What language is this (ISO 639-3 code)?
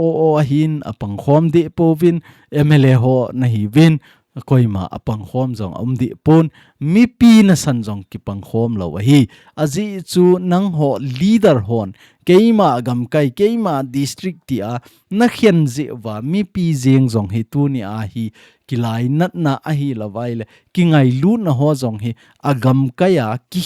tcz